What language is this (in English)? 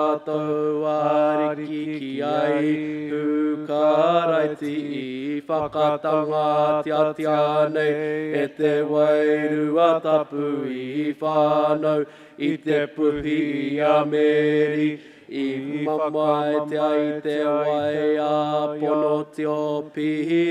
Māori